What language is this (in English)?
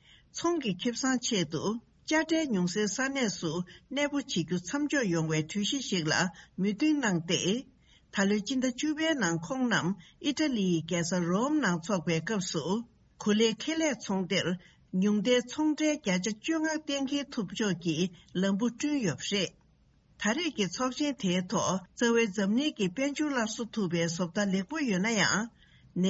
Tibetan